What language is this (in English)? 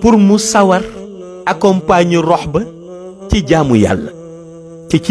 Wolof